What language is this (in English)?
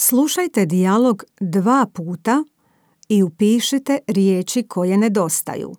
Serbian